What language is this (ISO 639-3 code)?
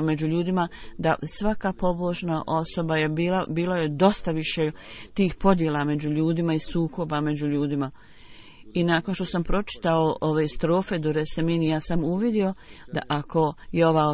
bos